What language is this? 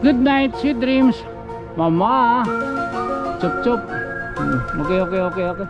Waray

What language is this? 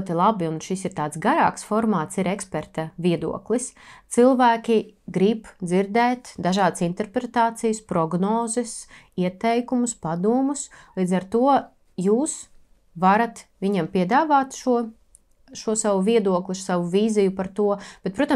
Latvian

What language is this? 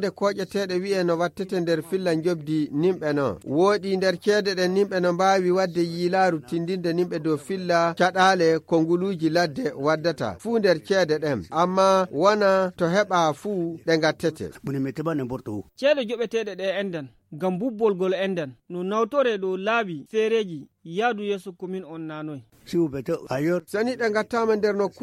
Fula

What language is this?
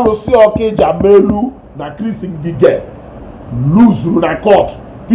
Igbo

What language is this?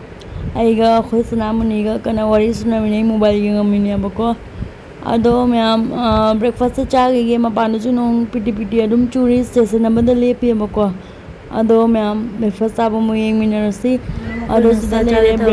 Manipuri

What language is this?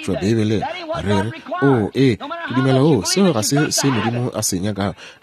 Northern Sotho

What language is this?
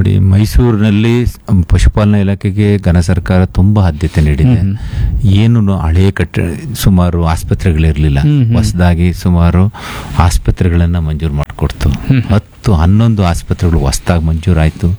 Kannada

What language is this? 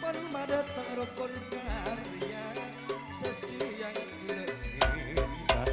Madurese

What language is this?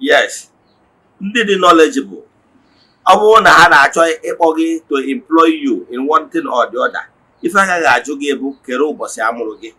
Igbo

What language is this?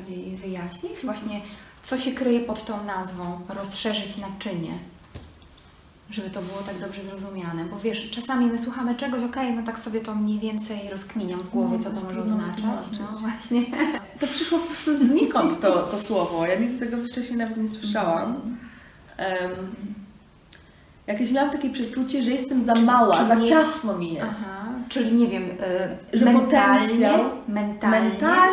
Polish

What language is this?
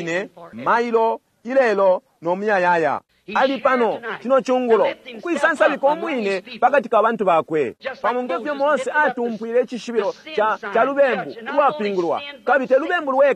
Bemba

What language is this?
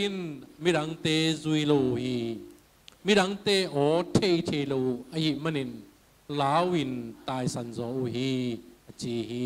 Tedim Chin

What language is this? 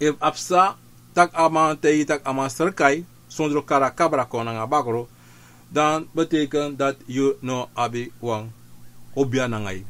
Sranan Tongo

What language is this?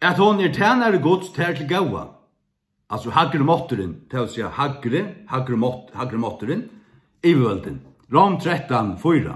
Faroese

